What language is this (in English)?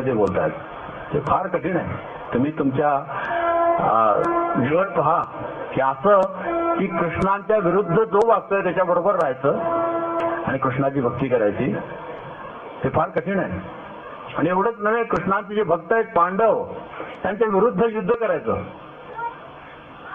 Marathi